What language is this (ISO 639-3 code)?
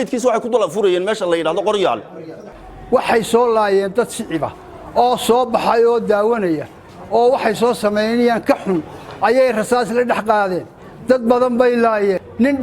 som